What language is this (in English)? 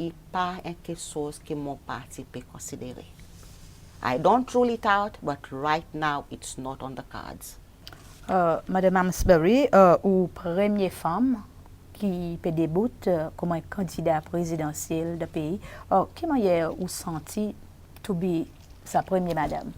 Seselwa Creole French